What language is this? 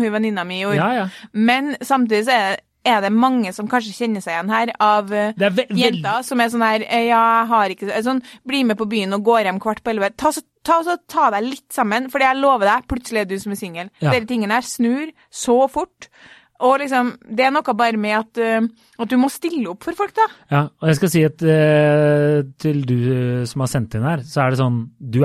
Norwegian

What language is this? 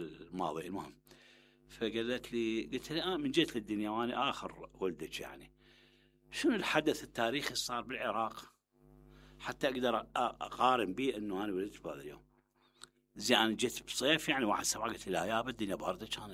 Mesopotamian Arabic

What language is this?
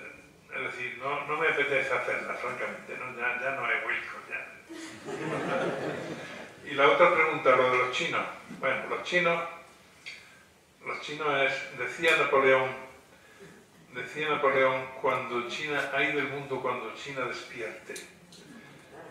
Spanish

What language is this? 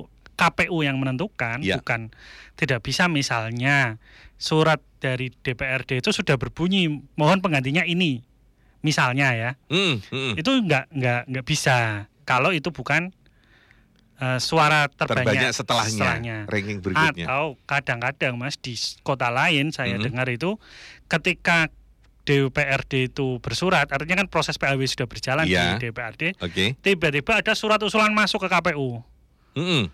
Indonesian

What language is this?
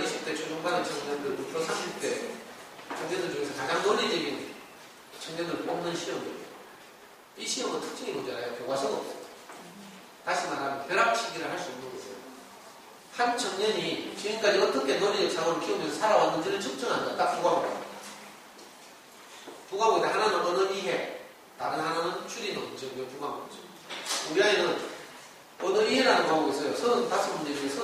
Korean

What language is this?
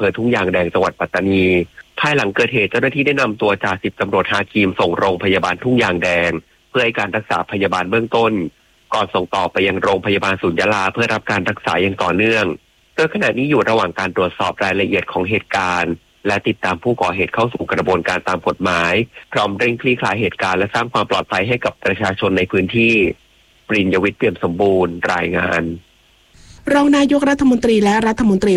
Thai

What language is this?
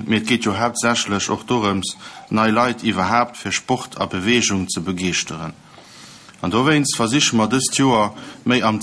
Luxembourgish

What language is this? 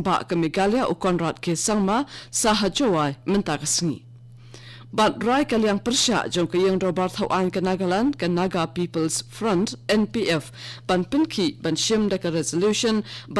Khasi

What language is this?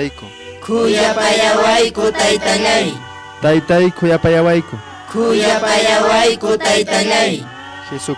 Quechua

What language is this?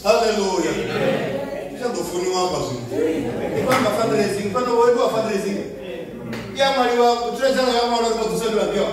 Venda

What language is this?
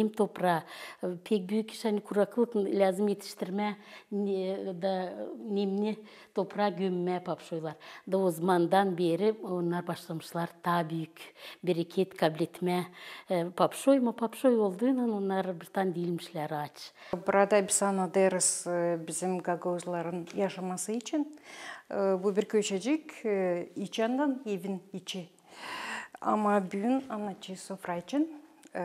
Gagauz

